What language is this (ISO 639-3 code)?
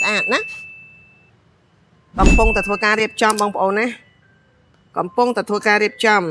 khm